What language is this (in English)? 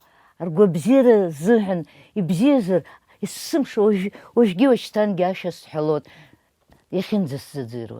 Abkhazian